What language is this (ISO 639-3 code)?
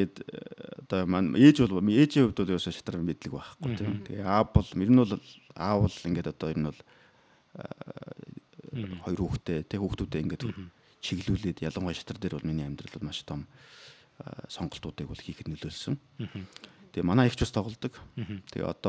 mon